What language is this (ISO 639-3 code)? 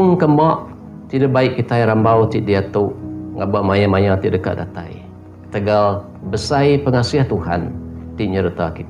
iba